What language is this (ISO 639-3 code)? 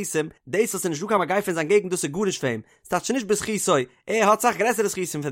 yid